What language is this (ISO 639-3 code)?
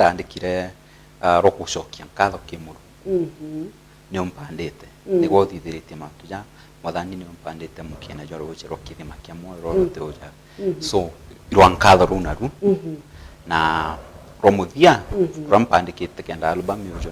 mer